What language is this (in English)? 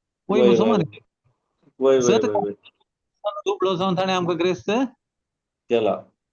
Konkani